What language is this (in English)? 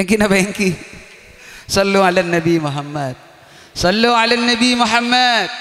Madurese